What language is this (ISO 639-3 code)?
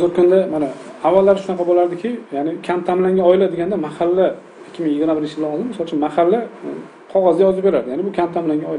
uzb